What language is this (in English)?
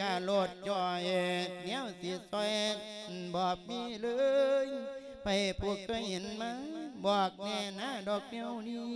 Lao